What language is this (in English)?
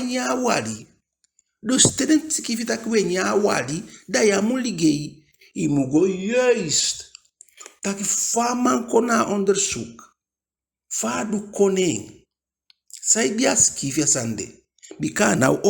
Eastern Maroon Creole